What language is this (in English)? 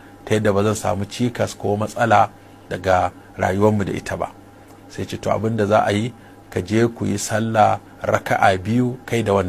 Hausa